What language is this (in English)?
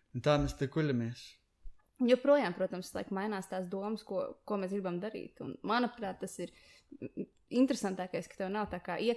Latvian